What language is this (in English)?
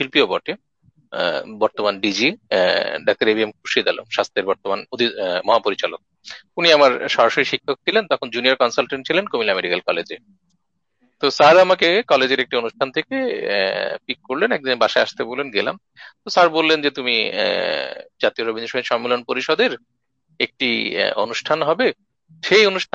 Bangla